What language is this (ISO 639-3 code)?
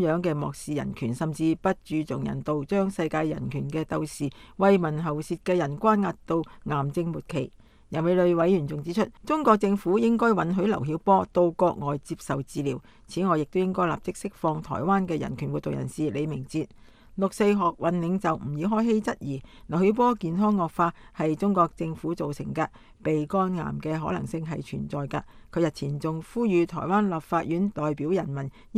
yue